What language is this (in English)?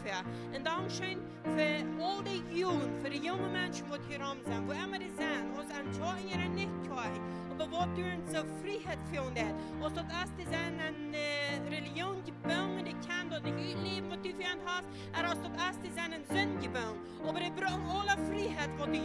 Plautdietsch